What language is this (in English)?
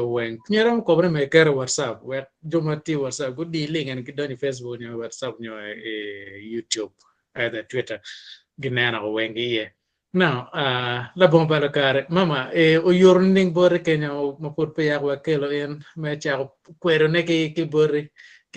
Acoli